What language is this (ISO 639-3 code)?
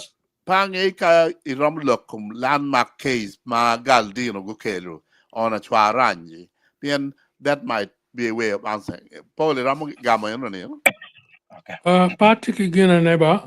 ach